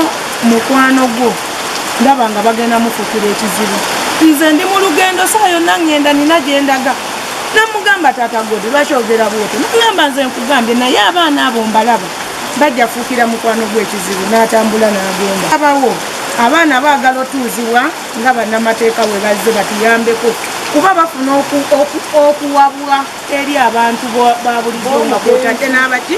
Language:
Ganda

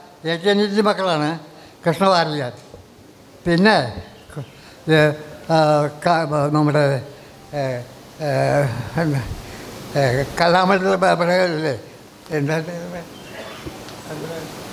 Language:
Malayalam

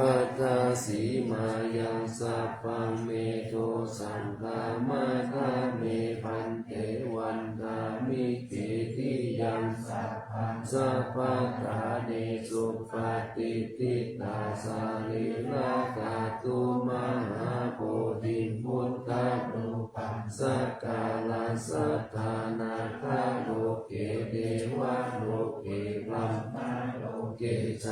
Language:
Pali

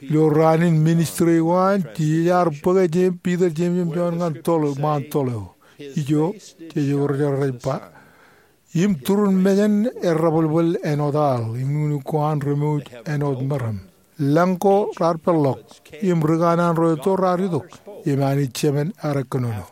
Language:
Marshallese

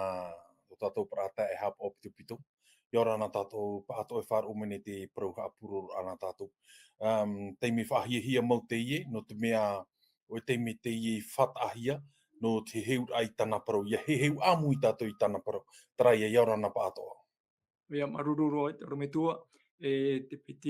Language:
Tahitian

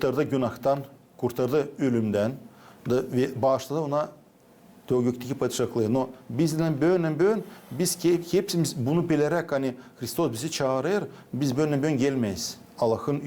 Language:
Gagauz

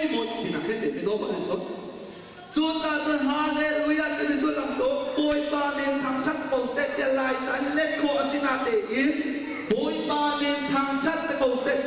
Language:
Hakha Chin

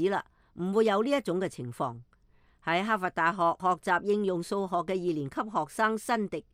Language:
Cantonese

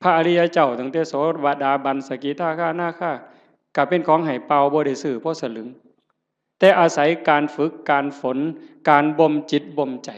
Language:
Northeastern Thai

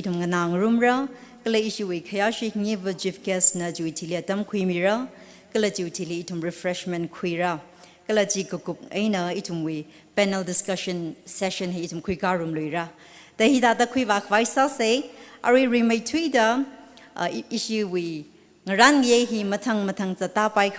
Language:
Tangkhul Naga (India)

